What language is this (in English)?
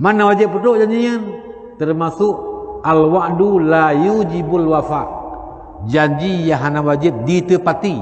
Achinese